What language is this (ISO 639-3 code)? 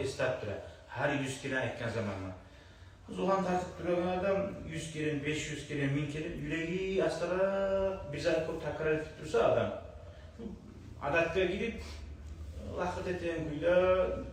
kum